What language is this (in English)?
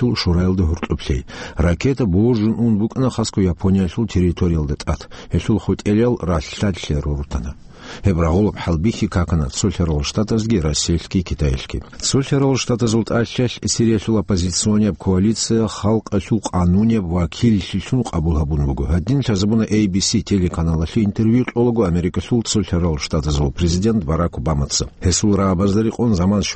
Avaric